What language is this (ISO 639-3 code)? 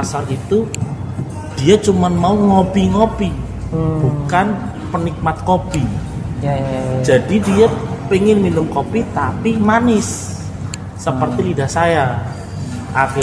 ind